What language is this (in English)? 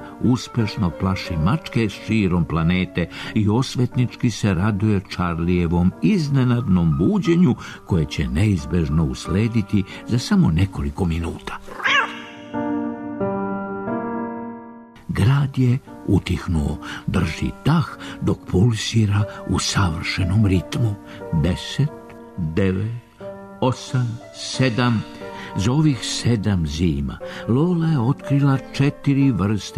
Serbian